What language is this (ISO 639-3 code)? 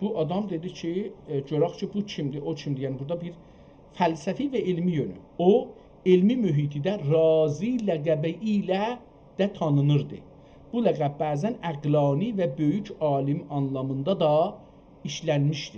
azb